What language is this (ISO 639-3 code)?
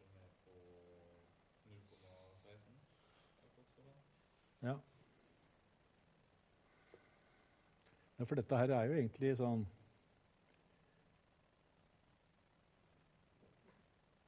nor